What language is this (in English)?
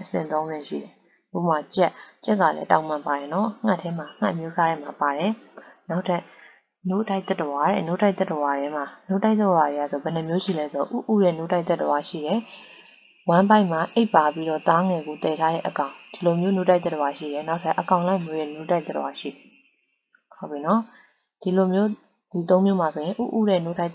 Burmese